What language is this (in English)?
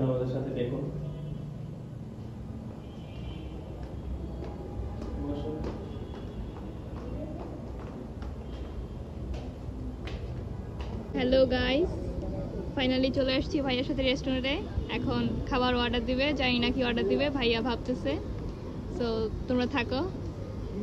Bangla